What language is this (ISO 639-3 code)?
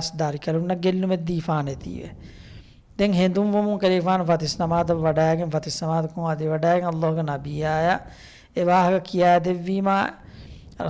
div